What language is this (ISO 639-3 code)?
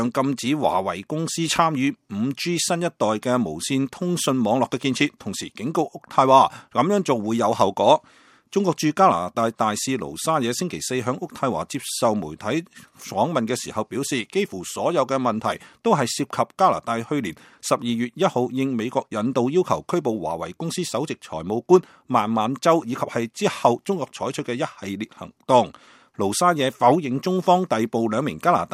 yue